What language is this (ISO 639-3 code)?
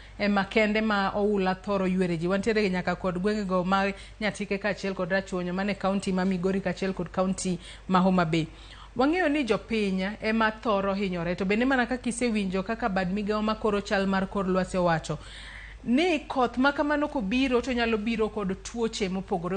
luo